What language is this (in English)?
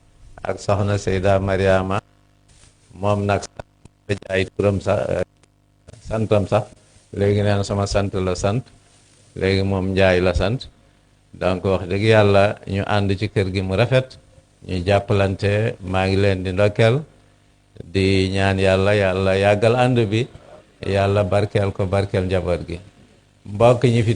Wolof